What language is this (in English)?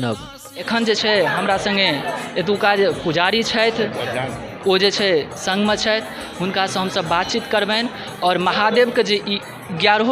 Maithili